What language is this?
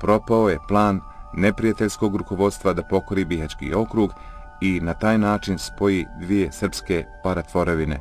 Bosnian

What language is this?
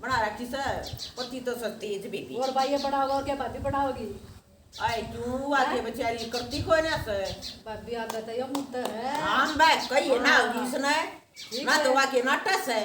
Haryanvi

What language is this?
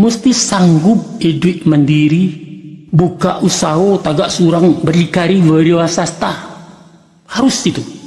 Minangkabau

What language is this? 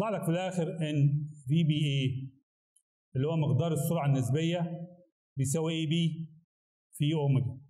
Egyptian Arabic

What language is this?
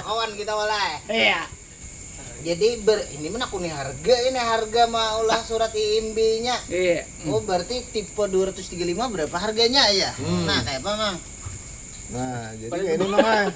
Banjar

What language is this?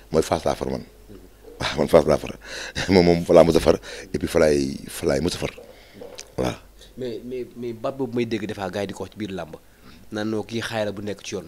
Wolof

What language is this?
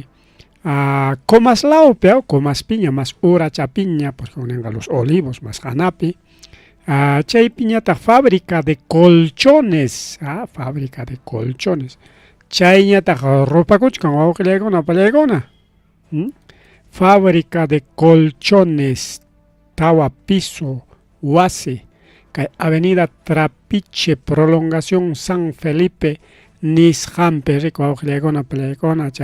Ayacucho Quechua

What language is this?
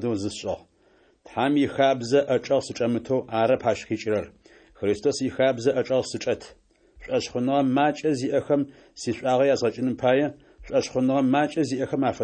Adyghe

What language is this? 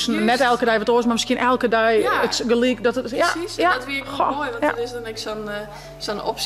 Western Frisian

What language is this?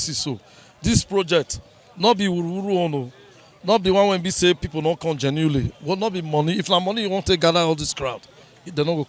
Nigerian Pidgin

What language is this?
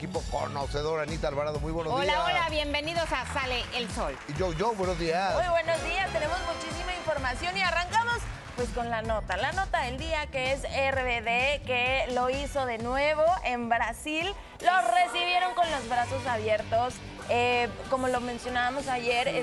Spanish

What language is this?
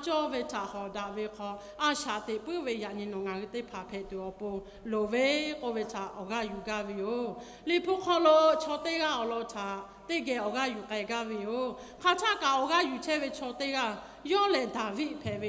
Lahu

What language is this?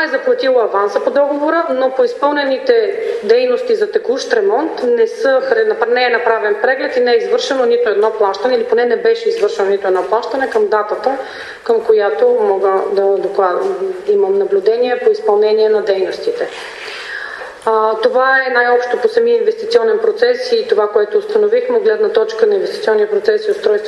Bulgarian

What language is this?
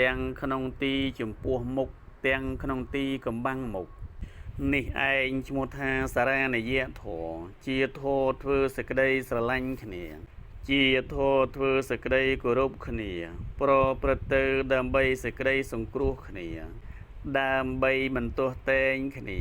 Khmer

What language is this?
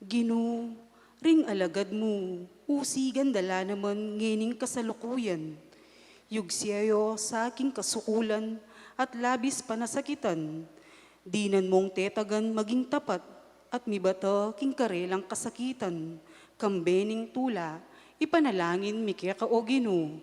Pampanga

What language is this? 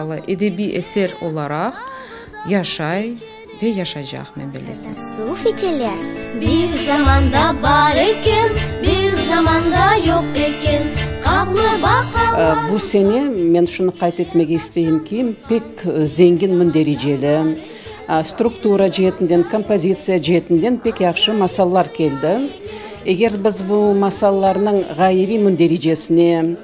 Crimean Tatar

